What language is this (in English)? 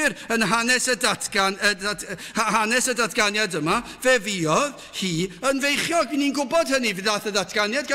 Welsh